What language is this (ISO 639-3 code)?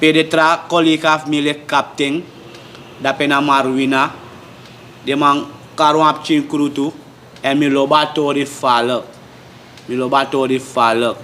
srn